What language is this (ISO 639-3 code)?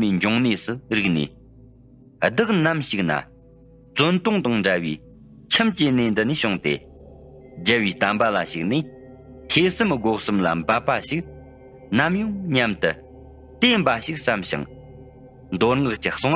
bod